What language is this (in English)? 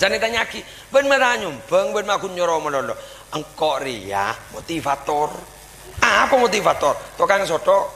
Madurese